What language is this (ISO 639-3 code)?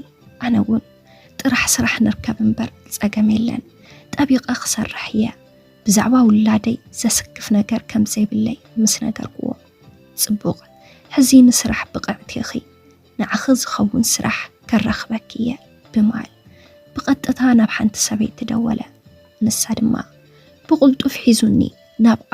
tir